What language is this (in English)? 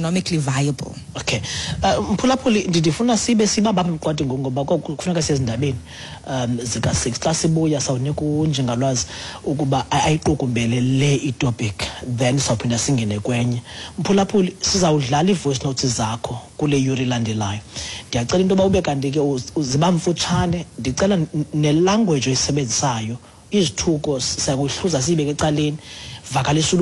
Xhosa